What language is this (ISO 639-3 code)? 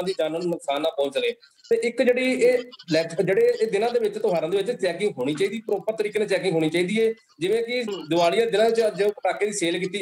pan